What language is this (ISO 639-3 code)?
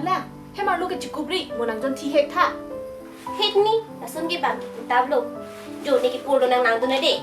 mjw